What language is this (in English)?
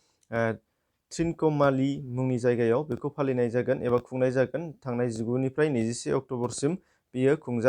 Bodo